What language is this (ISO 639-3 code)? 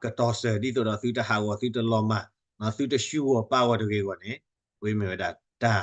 ksw